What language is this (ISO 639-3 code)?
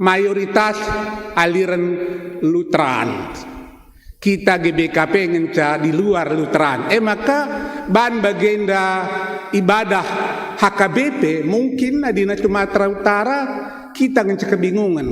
btx